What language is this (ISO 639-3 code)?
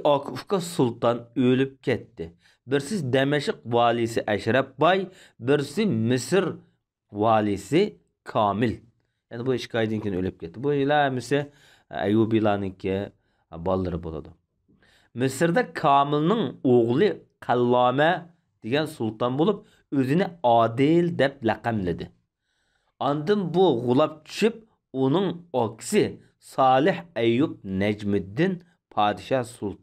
uig